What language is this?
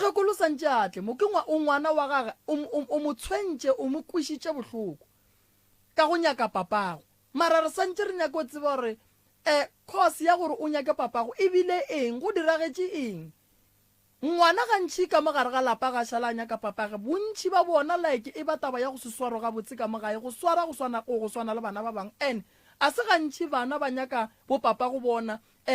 Northern Sotho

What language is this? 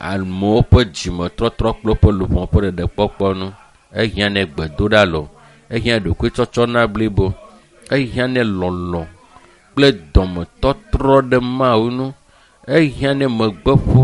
Ewe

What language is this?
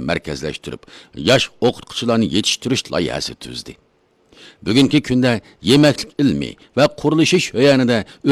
Uyghur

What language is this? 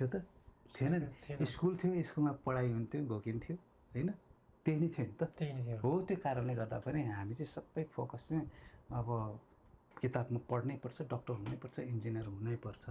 Nepali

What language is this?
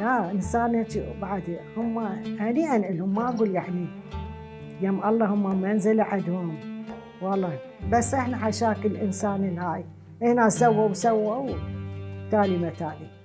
Mesopotamian Arabic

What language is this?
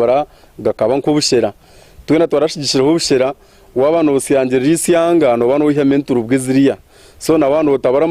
Nyankole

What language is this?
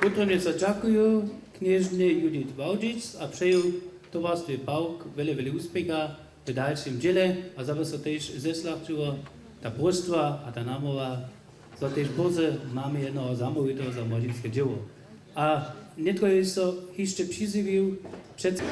Upper Sorbian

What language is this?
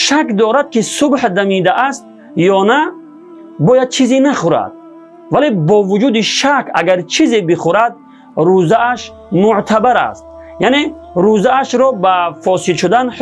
Tajik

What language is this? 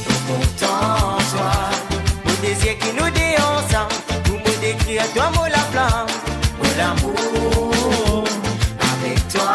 Morisyen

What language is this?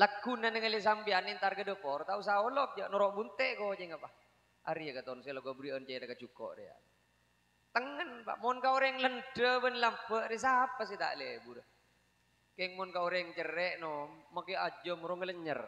Madurese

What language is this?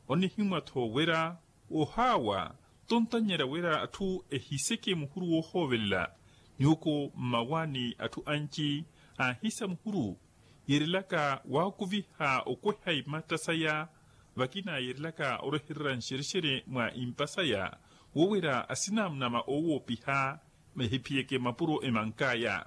Makhuwa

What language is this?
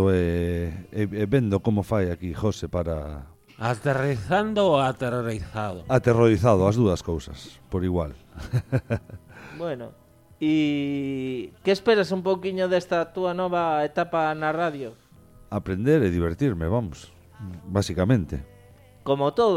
Galician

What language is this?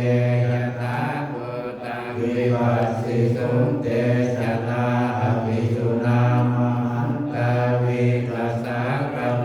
Pali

